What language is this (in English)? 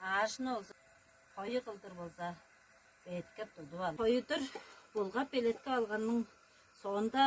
Tuvinian